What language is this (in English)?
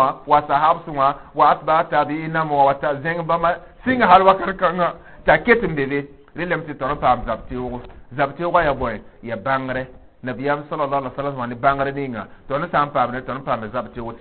Mossi